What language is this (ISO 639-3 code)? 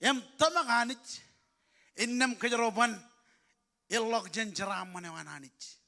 mah